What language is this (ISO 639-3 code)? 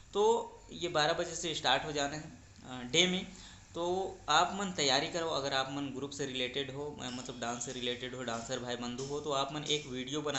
hne